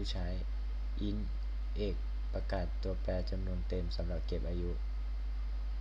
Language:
Lao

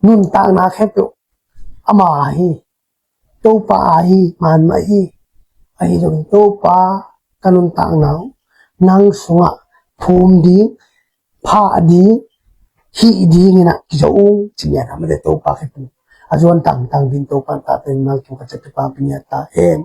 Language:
Tedim Chin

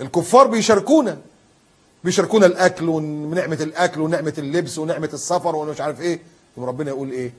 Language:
Egyptian Arabic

